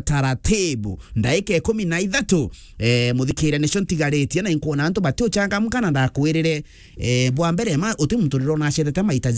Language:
Meru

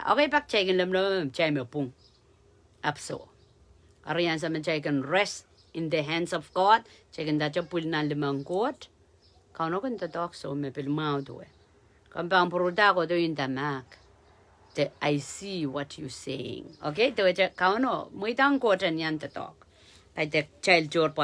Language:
Pohnpeian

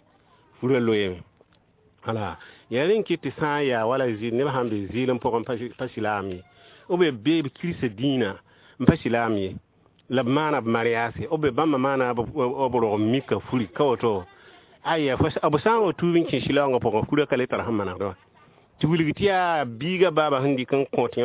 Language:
Mossi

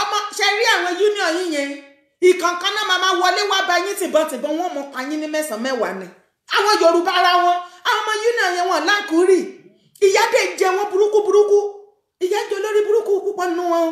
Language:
Yoruba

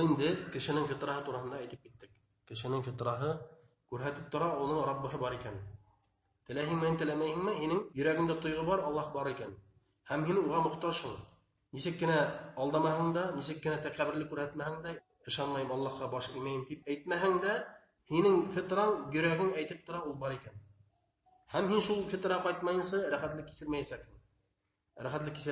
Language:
Bashkir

